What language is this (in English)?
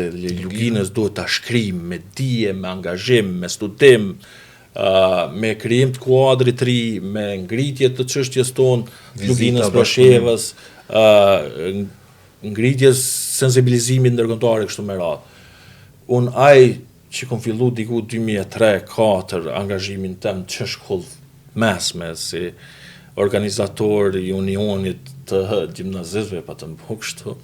Albanian